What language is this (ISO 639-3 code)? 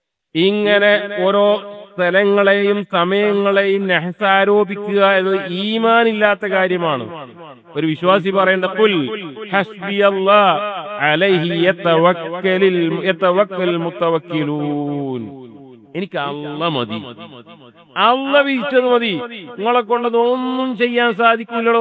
mal